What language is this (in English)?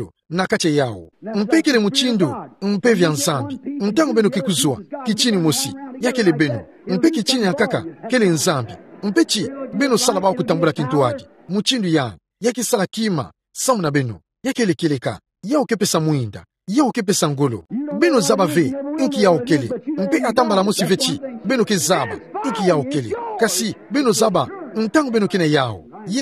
Kituba (Democratic Republic of Congo)